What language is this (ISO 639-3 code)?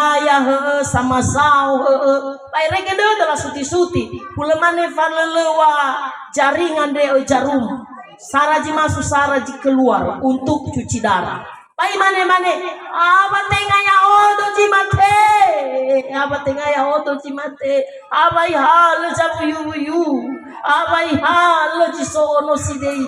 nia